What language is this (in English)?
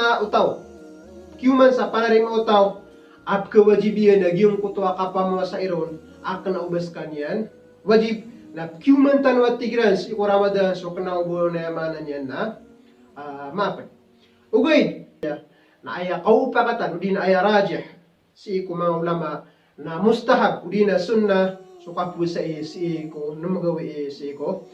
Maranao